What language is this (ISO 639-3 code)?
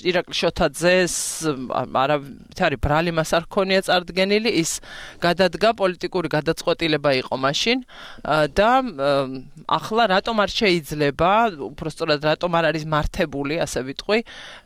kat